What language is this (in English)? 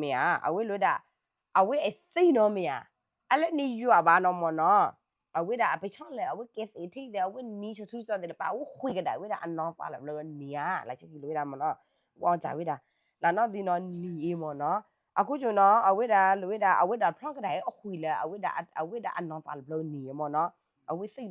S'gaw Karen